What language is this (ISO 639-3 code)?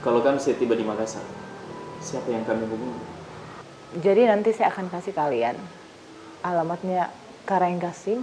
mfp